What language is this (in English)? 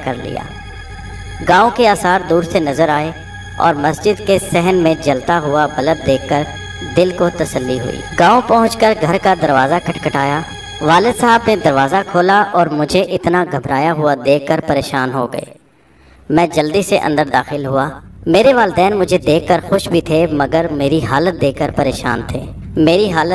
Urdu